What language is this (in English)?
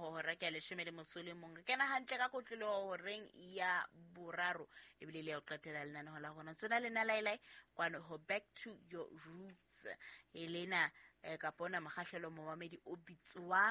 Southern Sotho